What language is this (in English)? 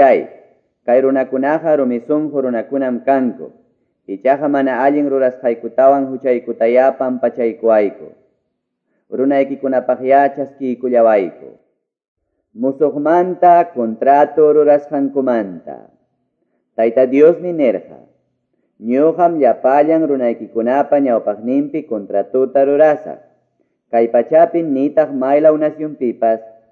Quechua